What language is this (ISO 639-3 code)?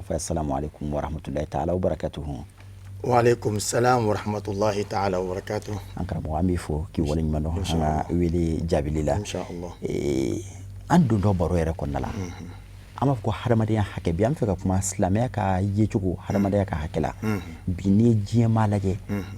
bam